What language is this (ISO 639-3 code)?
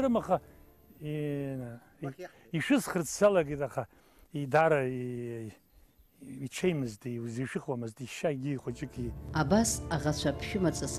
abk